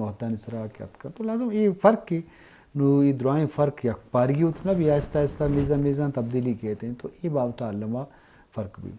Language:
Eastern Balochi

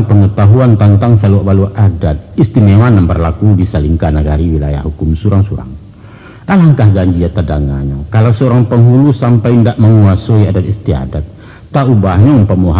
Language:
Minangkabau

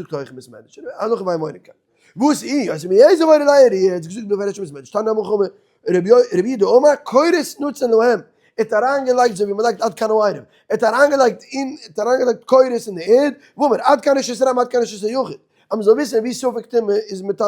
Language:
Yiddish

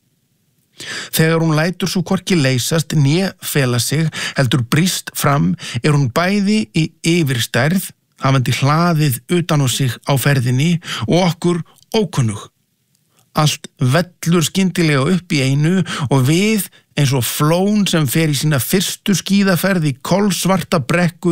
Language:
Icelandic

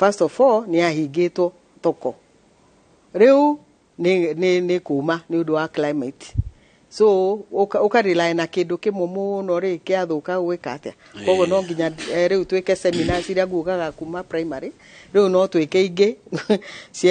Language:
Kikuyu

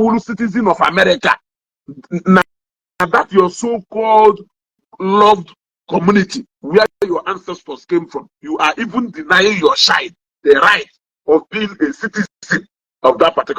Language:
Igbo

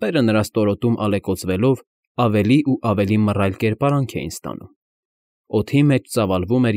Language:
Armenian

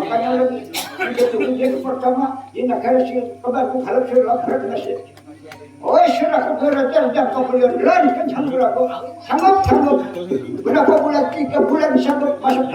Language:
Banjar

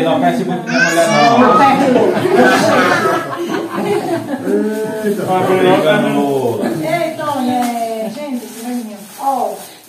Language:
Portuguese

